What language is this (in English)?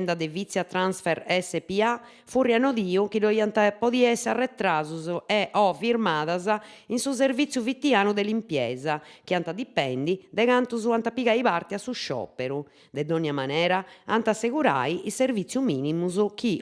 Sardinian